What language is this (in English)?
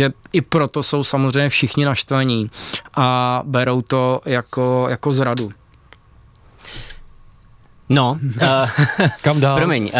Czech